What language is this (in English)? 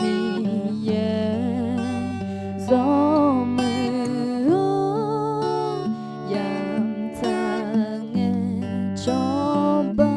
Akha